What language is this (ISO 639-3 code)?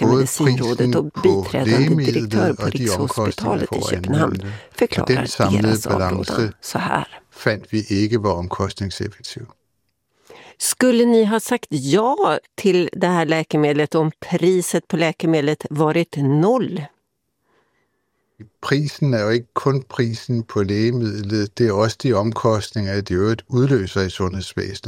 swe